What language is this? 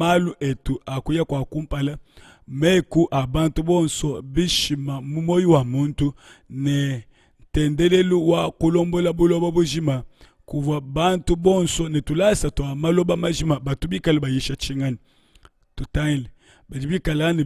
Luba-Lulua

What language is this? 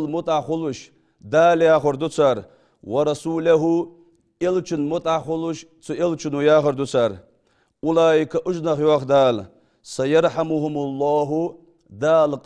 Ingush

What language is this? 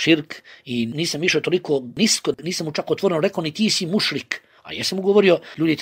Bosnian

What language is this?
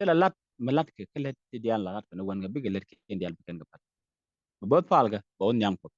Nuer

